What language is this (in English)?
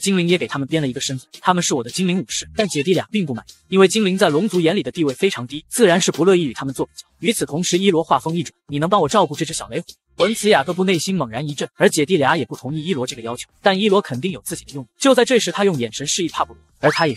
Chinese